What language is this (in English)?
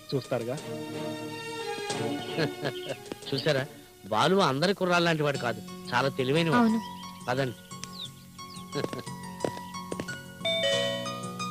Telugu